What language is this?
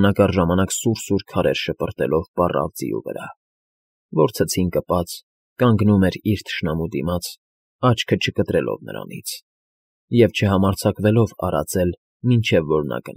Armenian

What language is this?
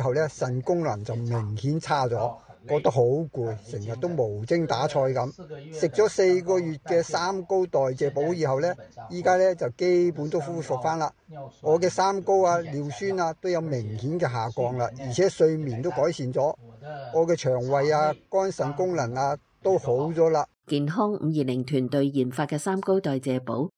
Cantonese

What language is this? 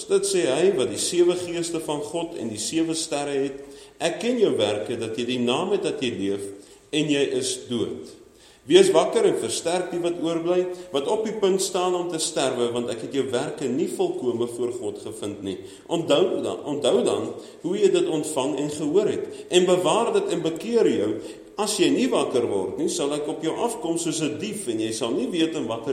Afrikaans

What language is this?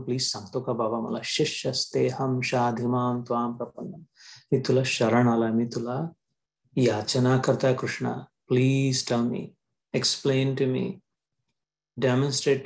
Marathi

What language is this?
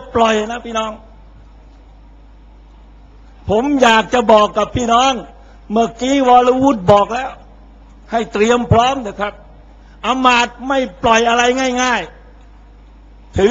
Thai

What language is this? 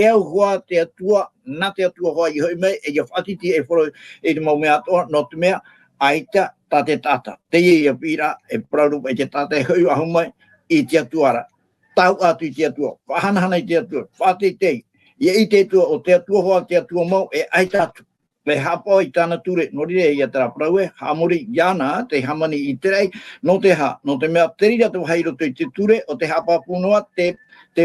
Tahitian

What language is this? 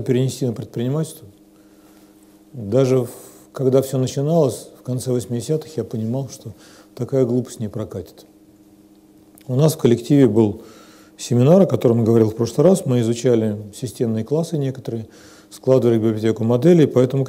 Russian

